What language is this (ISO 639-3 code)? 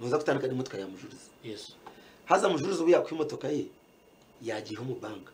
nyn